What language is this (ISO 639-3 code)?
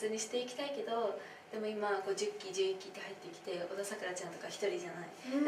jpn